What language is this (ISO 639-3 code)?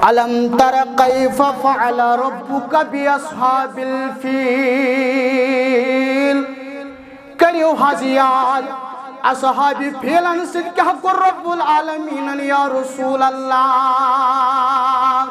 kas